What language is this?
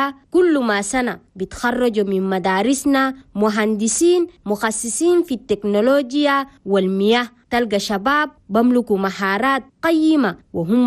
Chadian Arabic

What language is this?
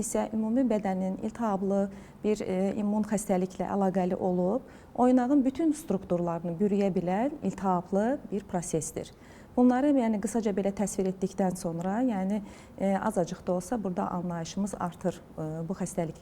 Azerbaijani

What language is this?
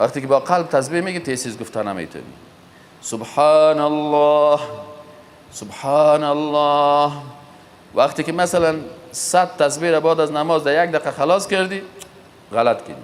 Persian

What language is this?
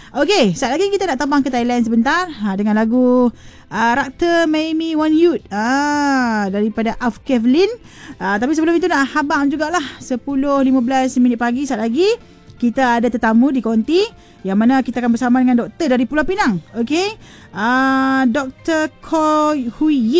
Malay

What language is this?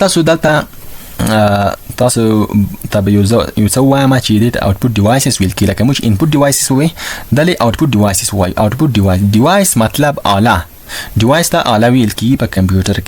Pashto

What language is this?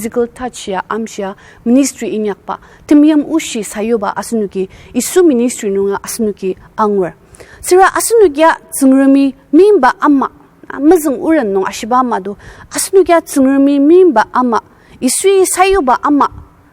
Ao Naga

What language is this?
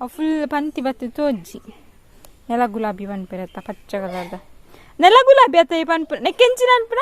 Tulu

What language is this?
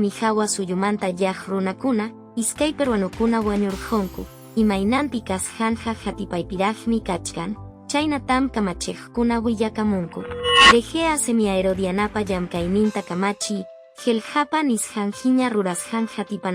Quechua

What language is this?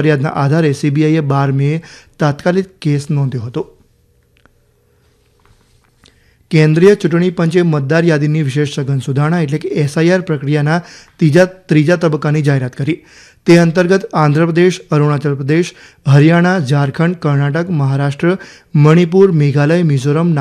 Gujarati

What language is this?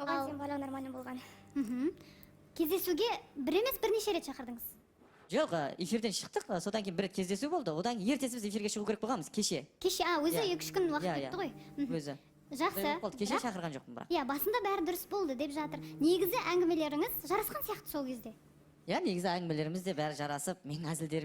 Kazakh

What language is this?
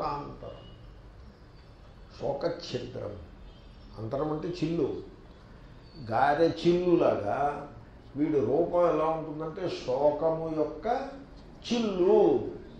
Telugu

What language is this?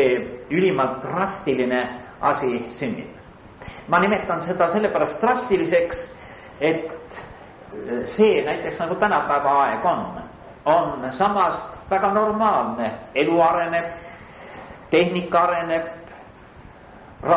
Estonian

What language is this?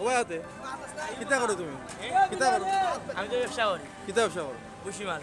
Sylheti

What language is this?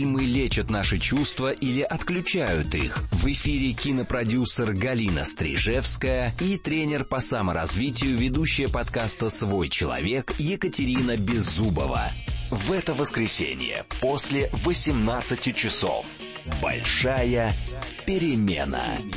Russian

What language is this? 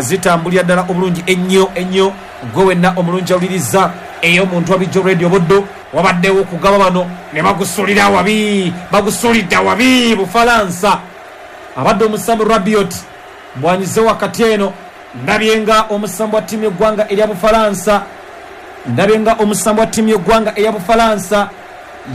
Ganda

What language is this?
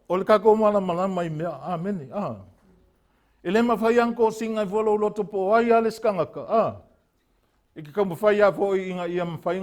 Samoan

